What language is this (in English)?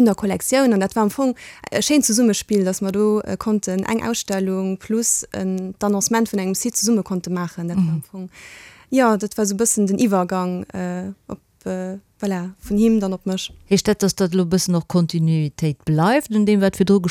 Luxembourgish